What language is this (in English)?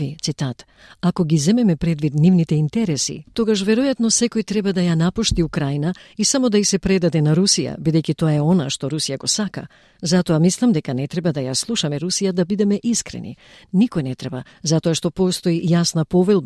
Macedonian